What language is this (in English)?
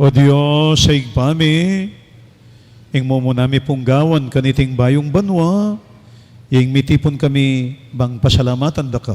Pampanga